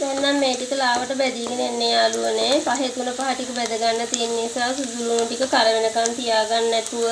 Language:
Sinhala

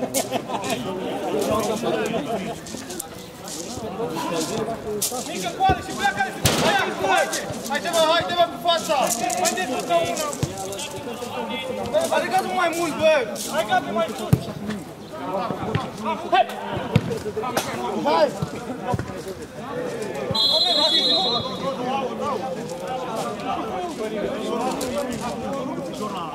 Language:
Romanian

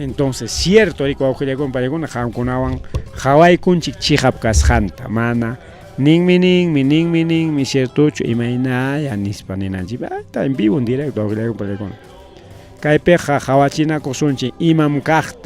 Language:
Ayacucho Quechua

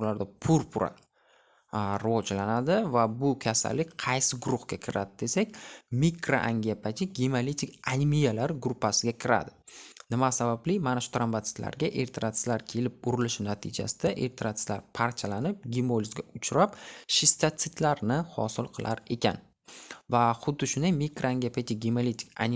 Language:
Uzbek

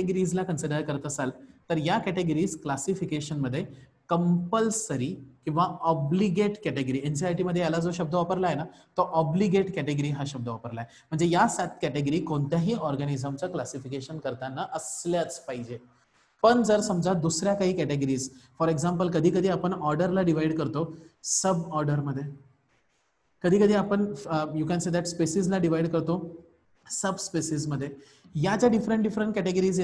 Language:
Marathi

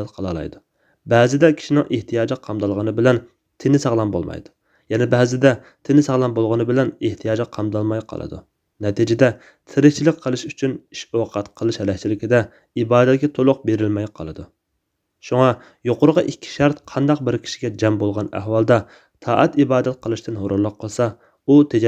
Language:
Uyghur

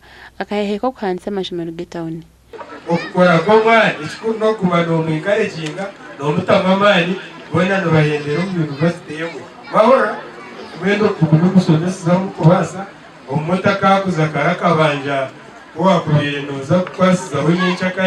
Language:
Nyankole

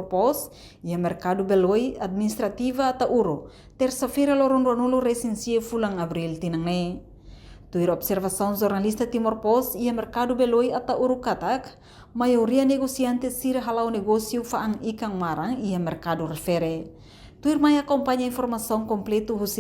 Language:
Tetum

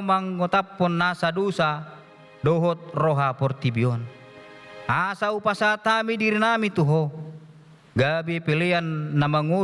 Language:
Batak Toba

